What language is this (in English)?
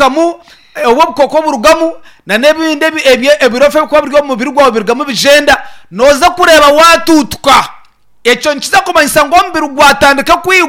Nyankole